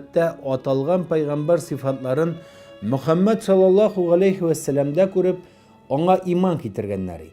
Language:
Tatar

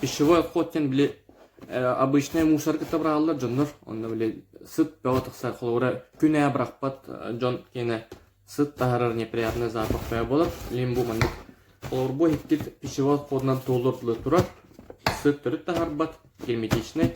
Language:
Yakut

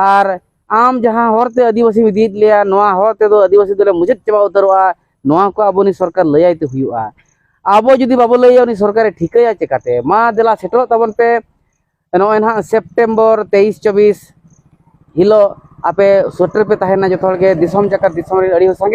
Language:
Santali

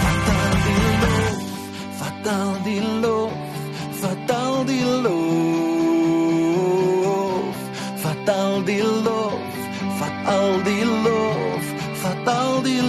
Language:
Afrikaans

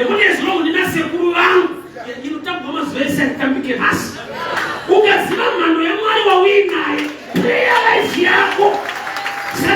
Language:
Shona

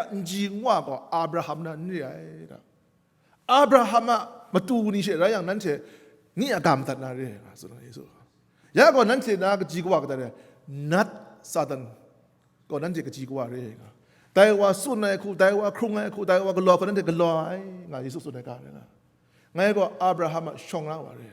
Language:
Kachin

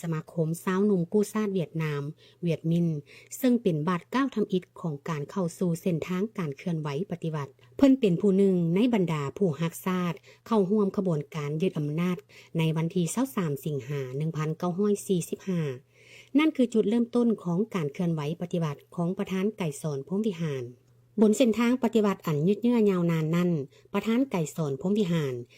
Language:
Lao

